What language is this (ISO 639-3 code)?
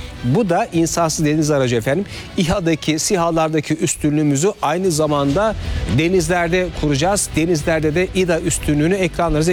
tur